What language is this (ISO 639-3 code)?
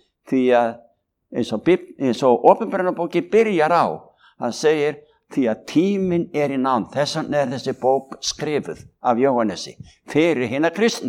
isl